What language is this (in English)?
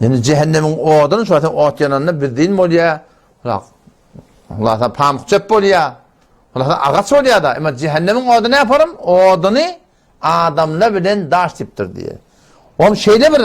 Turkmen